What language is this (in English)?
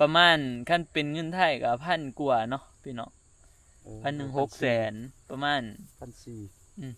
Northeastern Thai